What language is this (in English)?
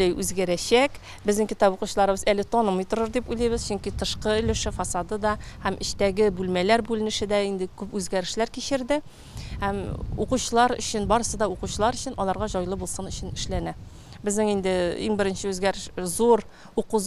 Tatar